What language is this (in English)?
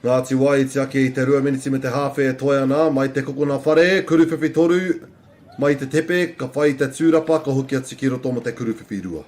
Māori